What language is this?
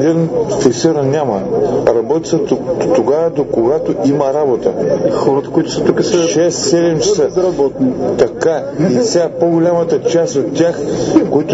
Bulgarian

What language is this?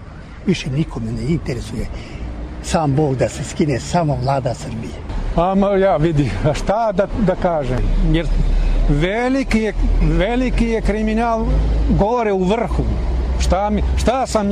Serbian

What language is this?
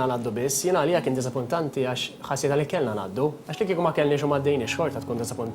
Maltese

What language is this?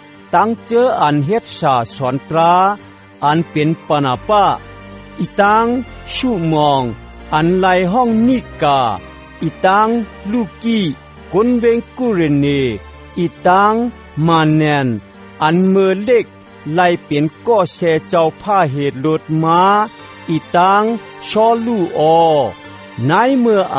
Shan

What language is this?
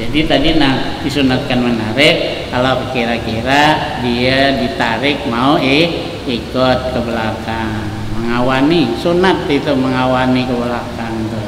Banjar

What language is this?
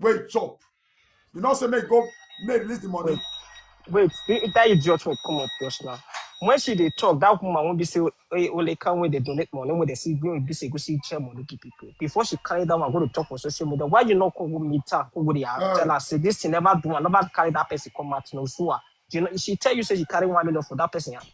Nigerian Pidgin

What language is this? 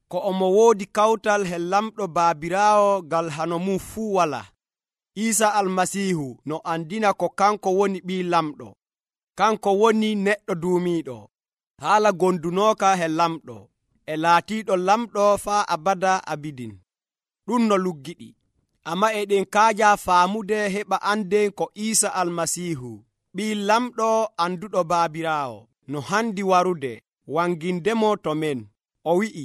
Nigerian Fulfulde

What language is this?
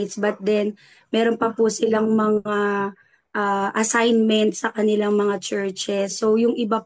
Filipino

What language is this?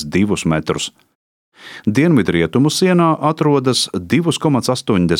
Latvian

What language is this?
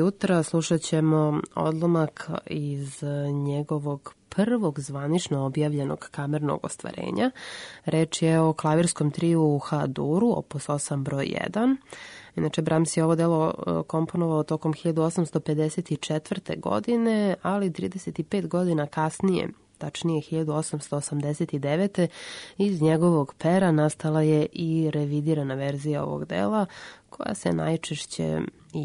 Serbian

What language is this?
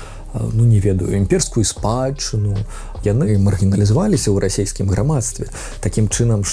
Belarusian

